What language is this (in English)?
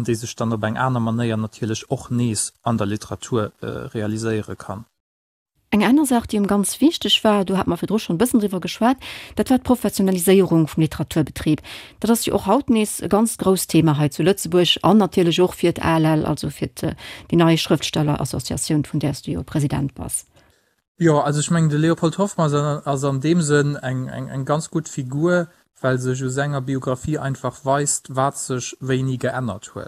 Luxembourgish